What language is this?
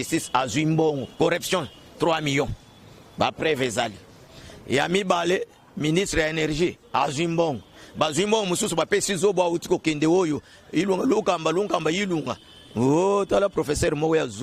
Lingala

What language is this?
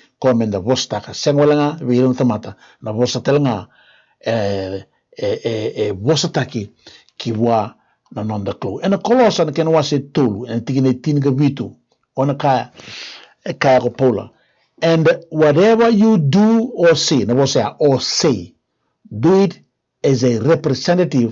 Fijian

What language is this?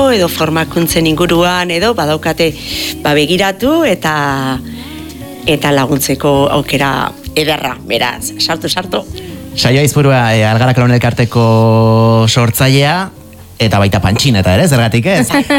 Basque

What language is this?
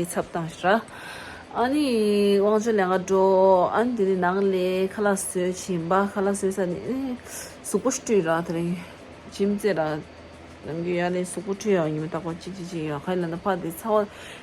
Tibetan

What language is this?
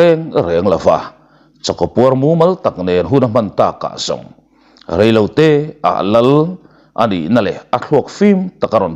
Mizo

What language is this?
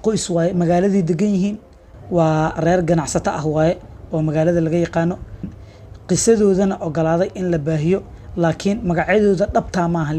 Somali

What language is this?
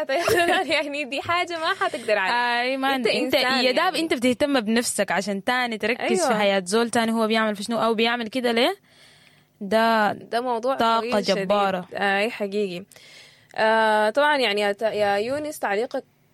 Sudanese Arabic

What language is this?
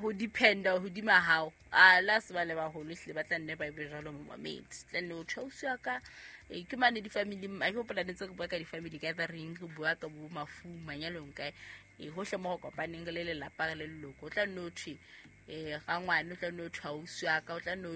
Southern Sotho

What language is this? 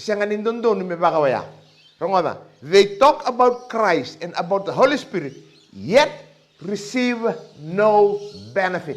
Fijian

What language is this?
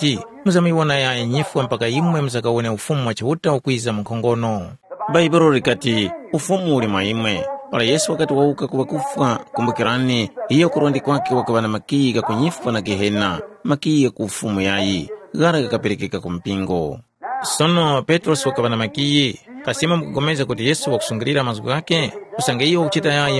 Tumbuka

